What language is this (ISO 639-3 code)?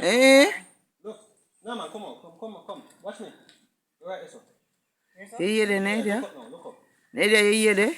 jam